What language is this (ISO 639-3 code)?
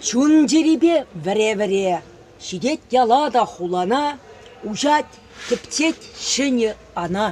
chv